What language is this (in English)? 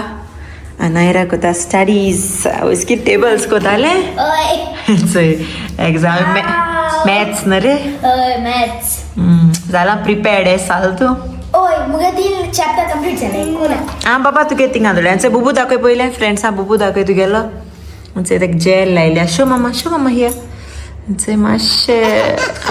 Konkani